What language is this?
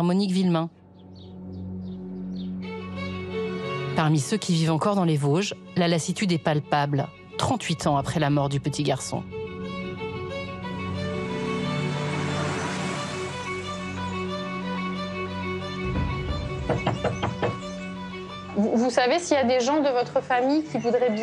French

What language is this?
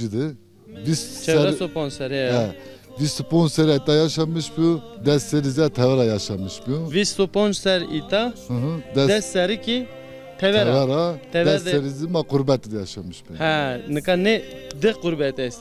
Zaza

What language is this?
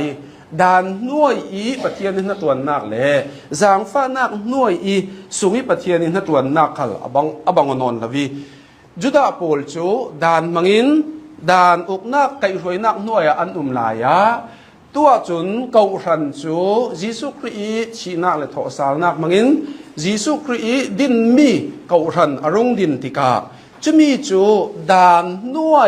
Hakha Chin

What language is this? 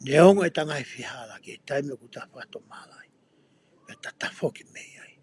Tongan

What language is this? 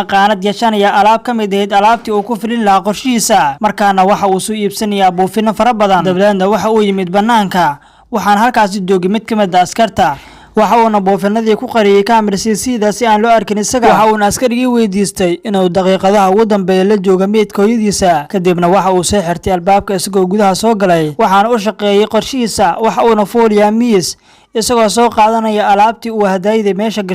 Somali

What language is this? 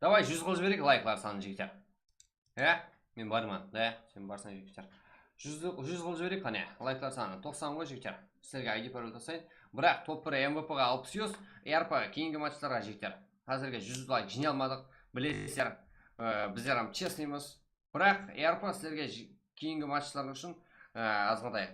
Kara-Kalpak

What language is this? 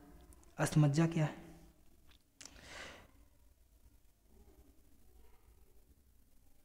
Hindi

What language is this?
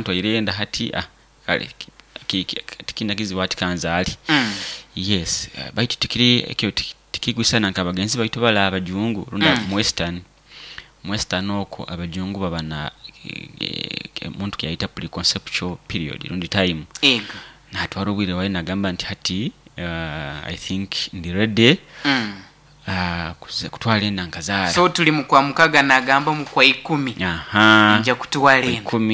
Nyoro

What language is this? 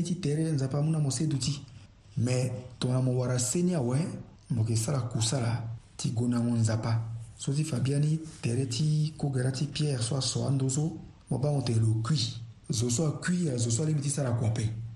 Sango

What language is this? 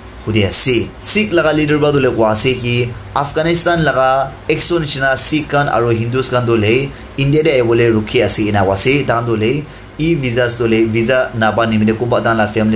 Naga Pidgin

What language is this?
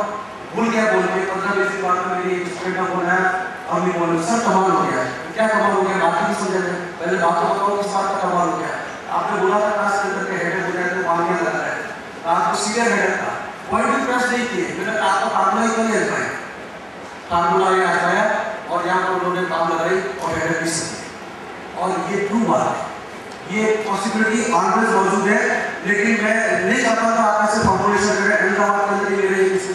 Hindi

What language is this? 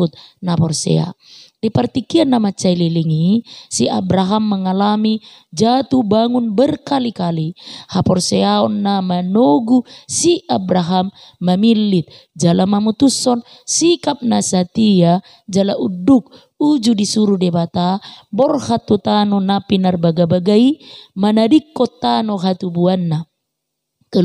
Batak Toba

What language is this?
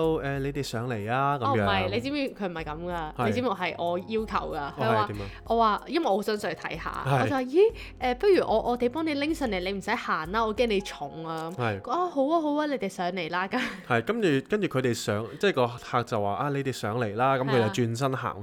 Cantonese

